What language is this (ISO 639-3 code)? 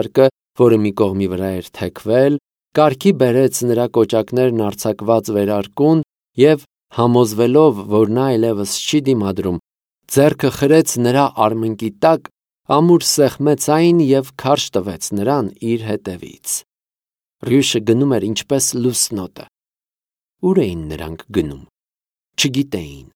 hye